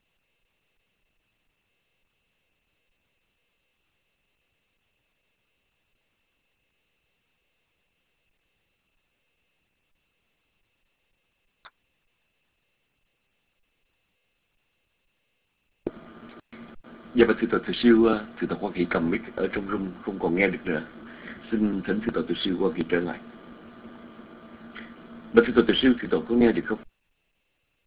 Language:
Vietnamese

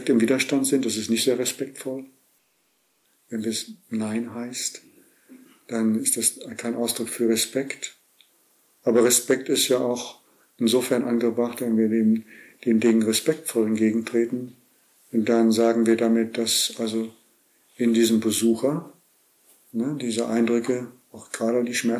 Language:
German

